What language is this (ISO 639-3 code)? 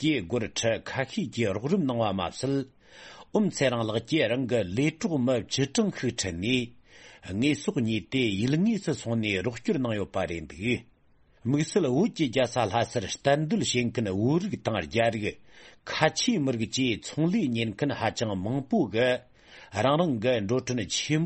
bod